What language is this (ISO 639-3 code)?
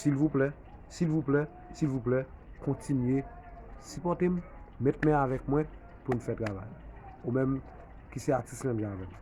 hat